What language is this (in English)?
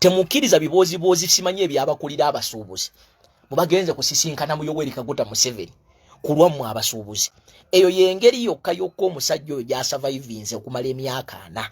Ganda